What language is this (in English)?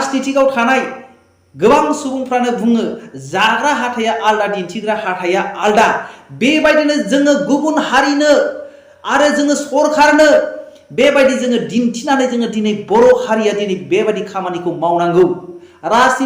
Bodo